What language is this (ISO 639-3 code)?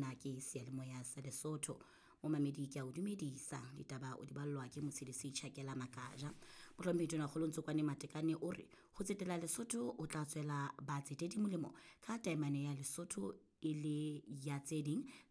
sot